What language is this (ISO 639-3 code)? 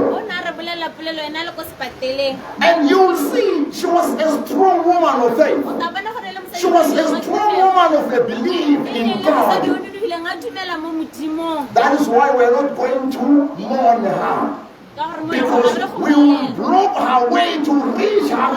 tsn